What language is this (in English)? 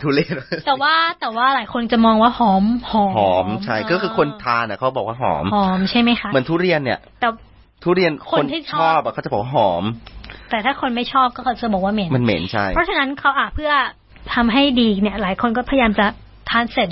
Thai